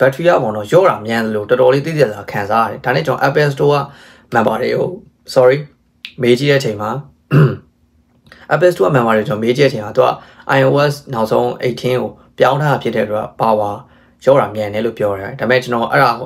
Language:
Burmese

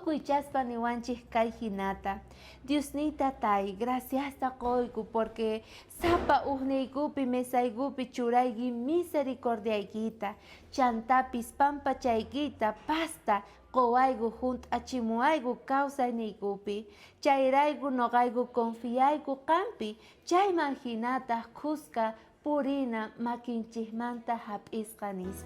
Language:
South Bolivian Quechua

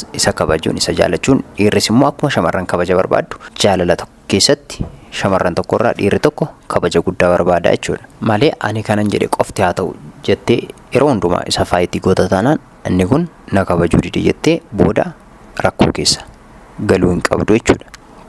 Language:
Oromo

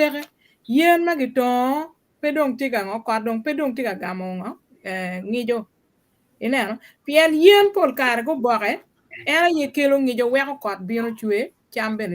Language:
Acoli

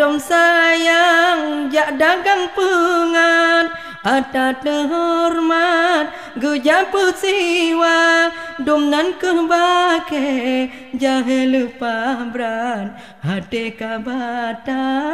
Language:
Achinese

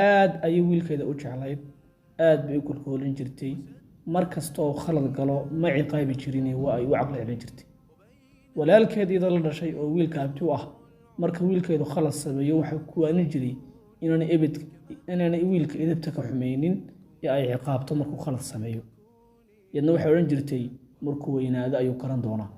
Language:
Somali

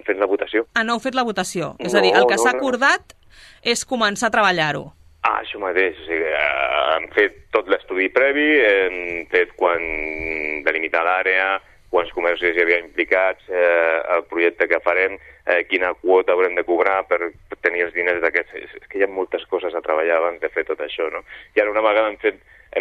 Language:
Catalan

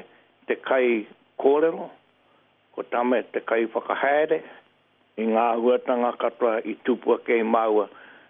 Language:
Māori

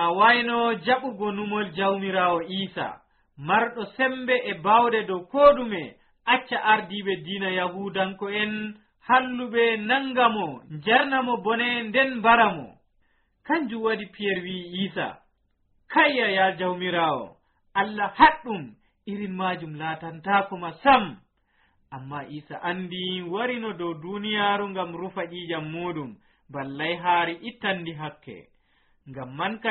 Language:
Nigerian Fulfulde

